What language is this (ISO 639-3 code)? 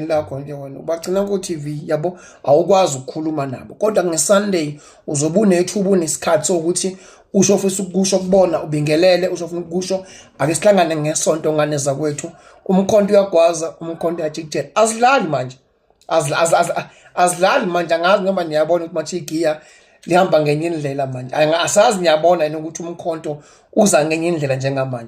zul